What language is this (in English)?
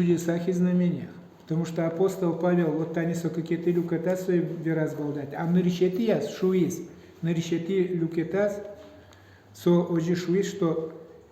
Udmurt